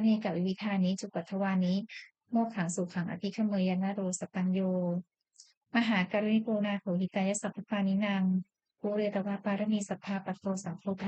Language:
Pali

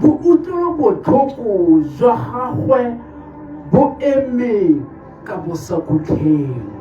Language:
Tswana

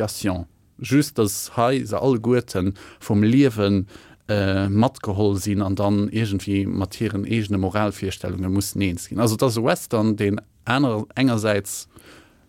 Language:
Luxembourgish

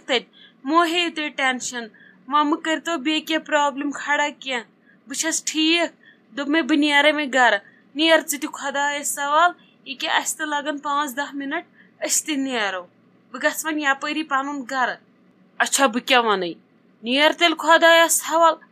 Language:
Kashmiri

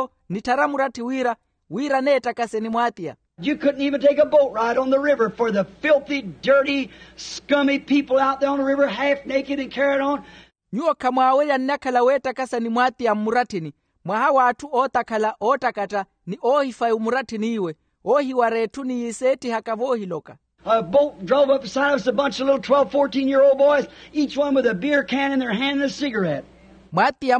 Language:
Makhuwa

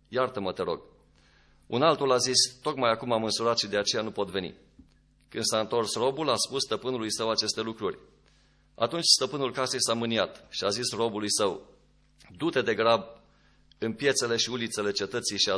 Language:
Romanian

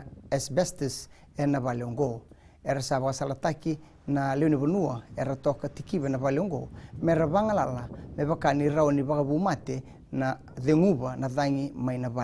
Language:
Fijian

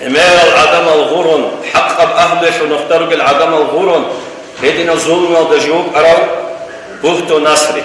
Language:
Avaric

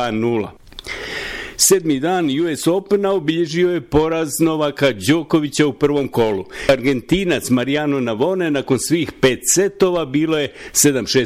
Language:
Bosnian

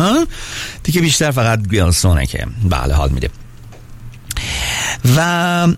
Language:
Persian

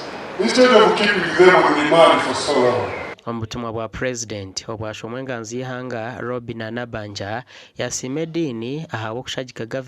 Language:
Nyankole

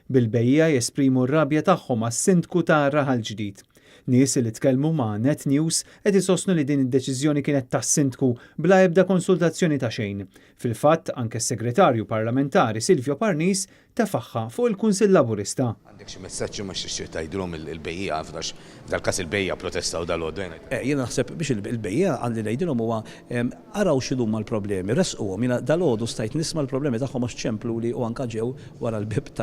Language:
Maltese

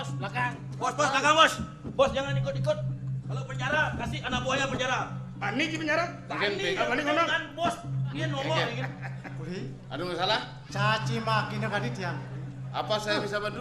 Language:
Balinese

